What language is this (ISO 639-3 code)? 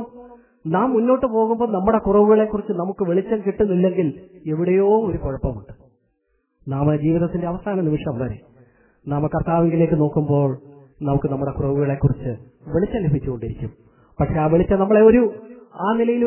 mal